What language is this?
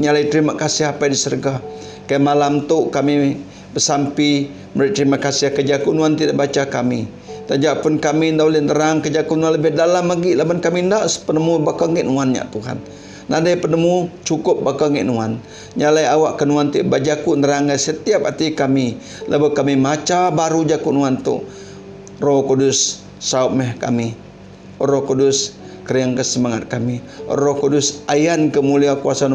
Iban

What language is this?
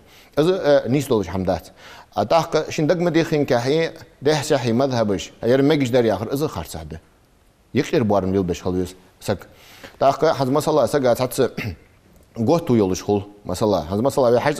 Ingush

